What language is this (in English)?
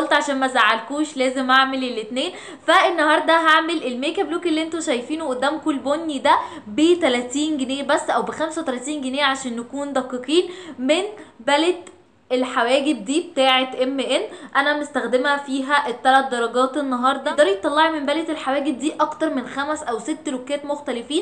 Egyptian Arabic